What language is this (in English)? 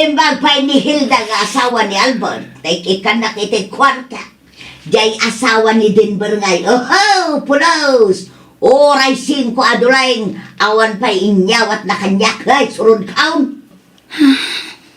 Iloko